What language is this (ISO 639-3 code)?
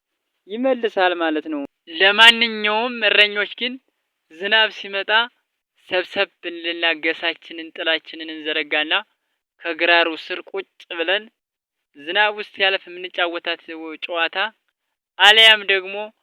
amh